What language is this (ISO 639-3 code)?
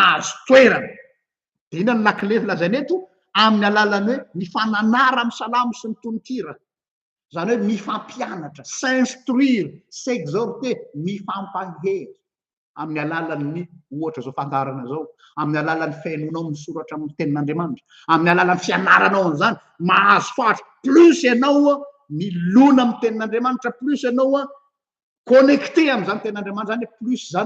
mlg